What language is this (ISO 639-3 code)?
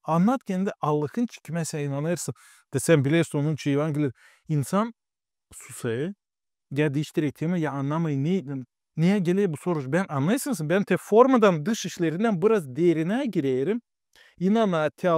gag